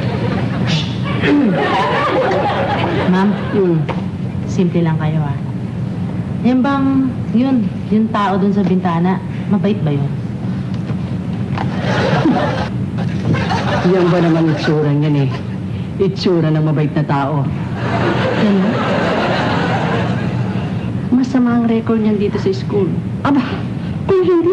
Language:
Filipino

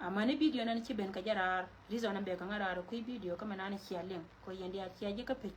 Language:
Nuer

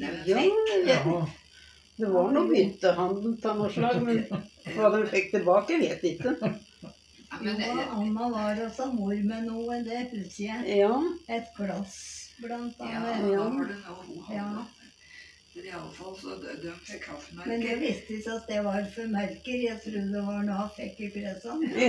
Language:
Norwegian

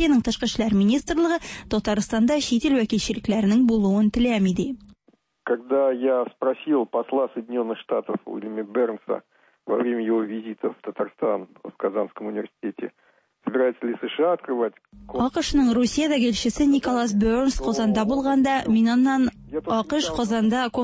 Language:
Tatar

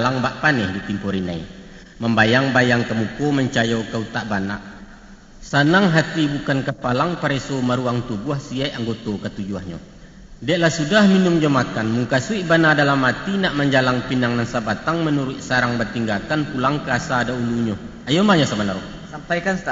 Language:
Minangkabau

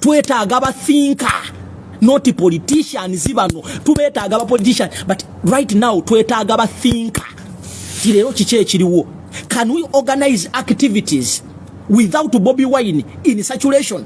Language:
Ganda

